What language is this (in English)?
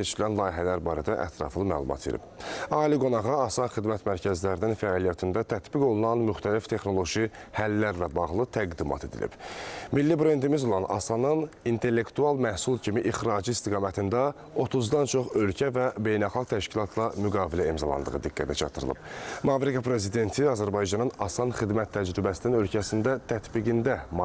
Azerbaijani